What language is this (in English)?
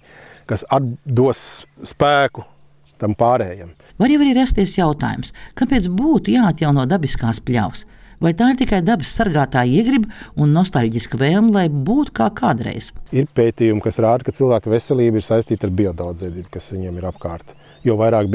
Latvian